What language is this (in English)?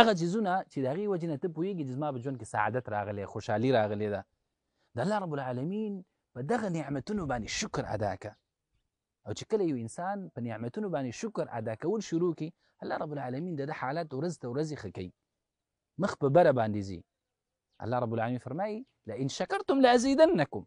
Pashto